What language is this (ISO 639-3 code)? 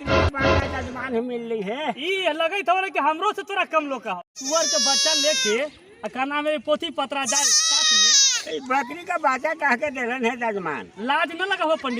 mag